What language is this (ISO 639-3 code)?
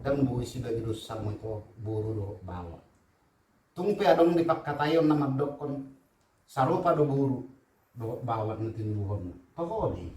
bbc